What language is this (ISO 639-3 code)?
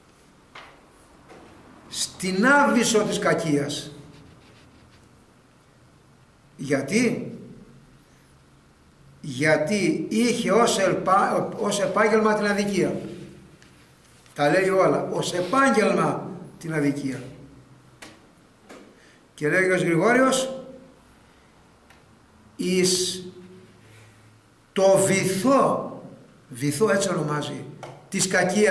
ell